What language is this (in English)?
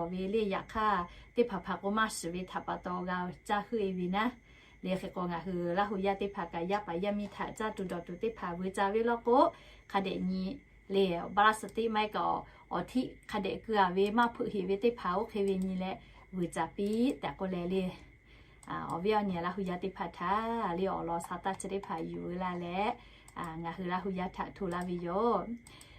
Lahu